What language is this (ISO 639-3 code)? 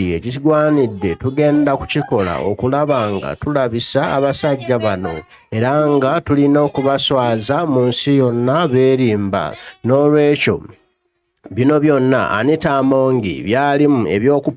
lug